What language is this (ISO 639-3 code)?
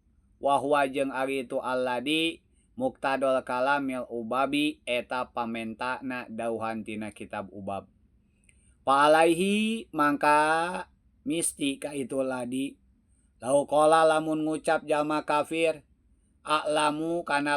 sun